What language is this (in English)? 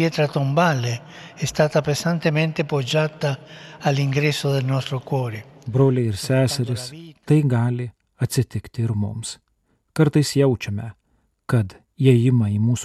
Lithuanian